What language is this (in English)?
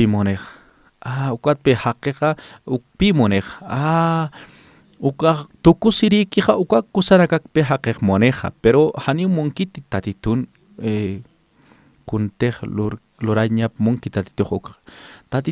Aymara